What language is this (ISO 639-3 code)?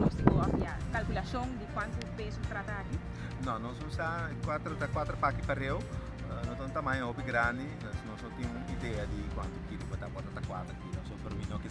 pap